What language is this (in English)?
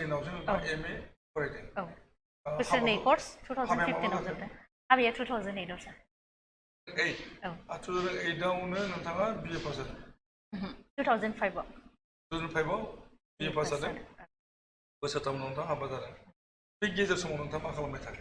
Bodo